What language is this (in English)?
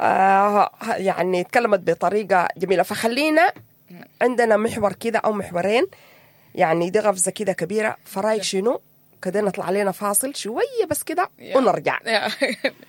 Sudanese Arabic